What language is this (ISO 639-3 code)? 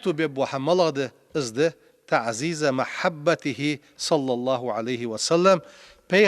inh